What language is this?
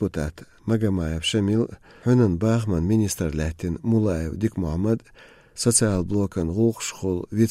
Chechen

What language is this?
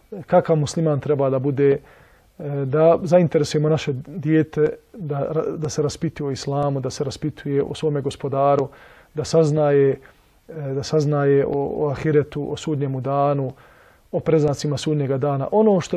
Bosnian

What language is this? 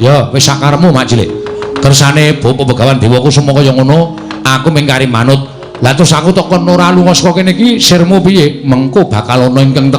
Javanese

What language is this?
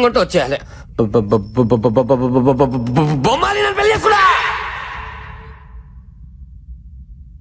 Telugu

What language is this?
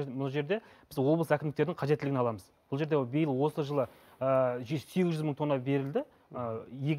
Kazakh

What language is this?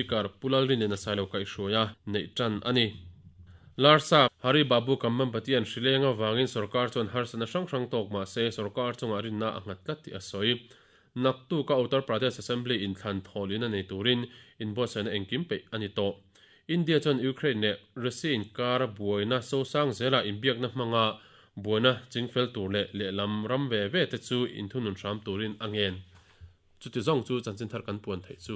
Mizo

